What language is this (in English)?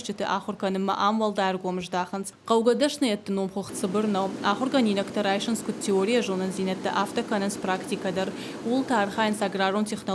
Ossetic